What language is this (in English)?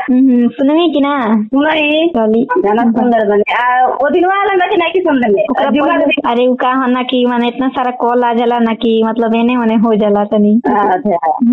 Bhojpuri